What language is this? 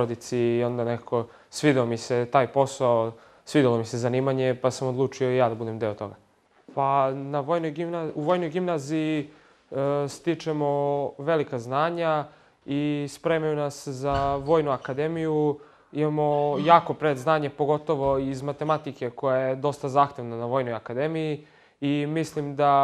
Serbian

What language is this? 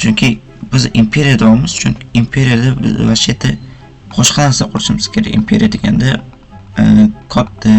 Uzbek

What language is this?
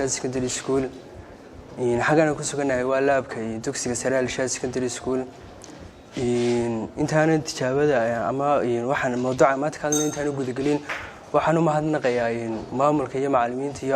Somali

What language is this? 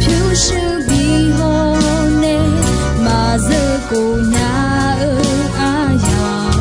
Akha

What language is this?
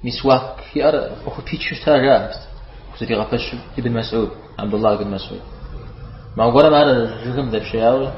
Kabardian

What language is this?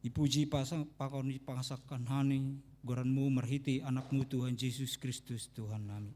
Batak Simalungun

